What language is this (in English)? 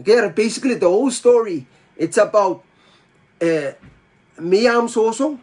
Pohnpeian